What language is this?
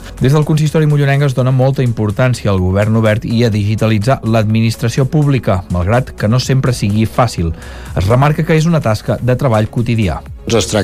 Catalan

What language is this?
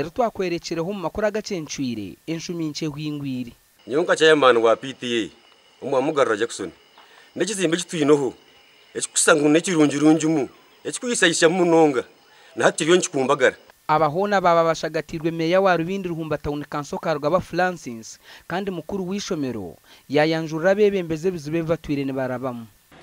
Nyankole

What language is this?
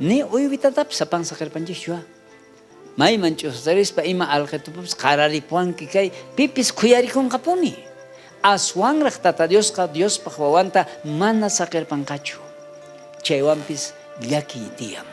South Bolivian Quechua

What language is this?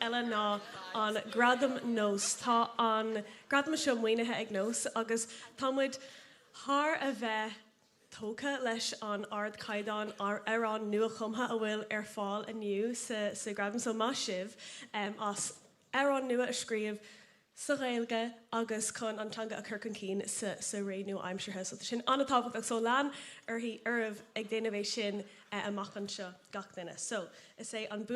Irish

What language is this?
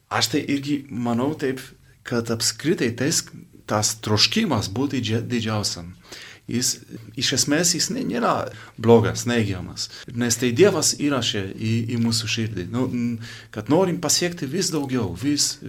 Lithuanian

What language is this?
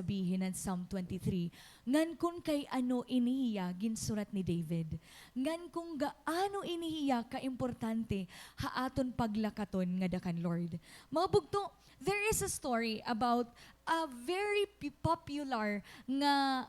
Waray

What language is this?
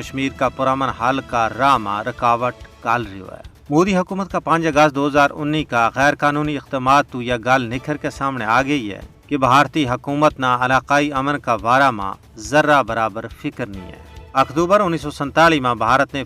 Gujari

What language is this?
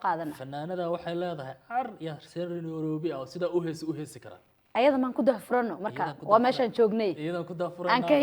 Somali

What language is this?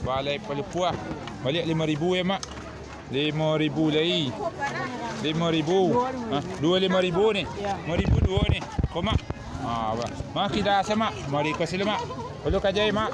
Minangkabau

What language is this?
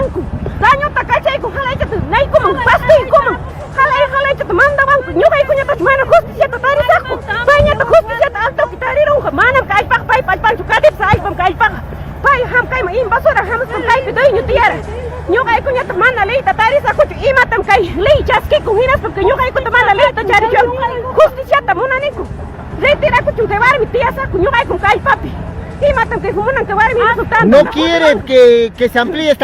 Ayacucho Quechua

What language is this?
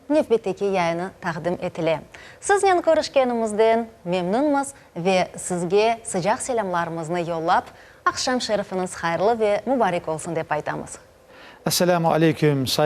Crimean Tatar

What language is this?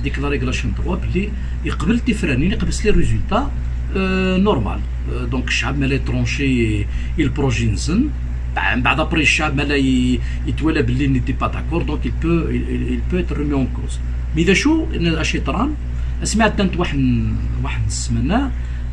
Kabyle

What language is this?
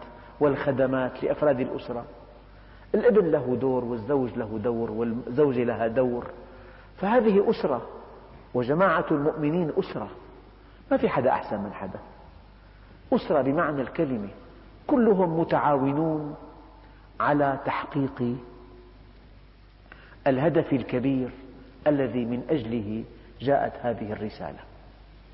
Arabic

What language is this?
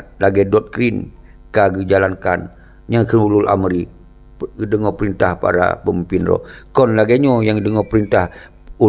Achinese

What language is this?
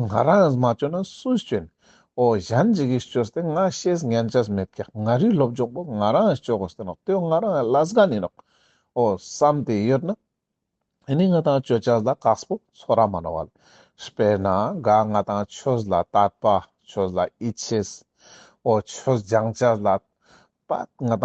Ladakhi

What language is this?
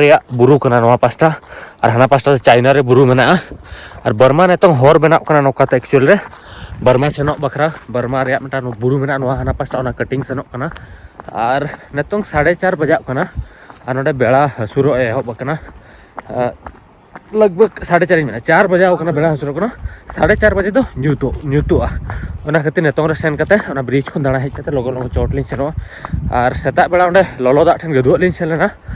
Santali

